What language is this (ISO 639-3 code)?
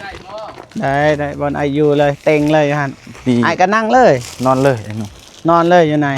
lao